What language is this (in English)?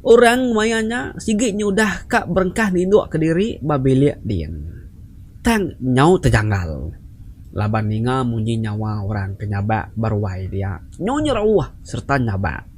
Iban